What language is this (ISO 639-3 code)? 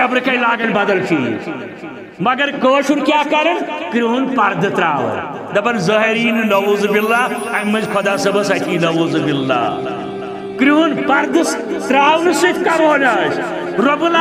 kas